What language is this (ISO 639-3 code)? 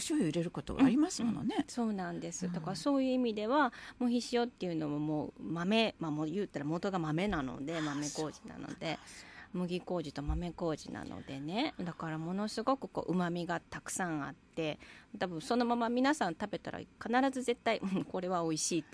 jpn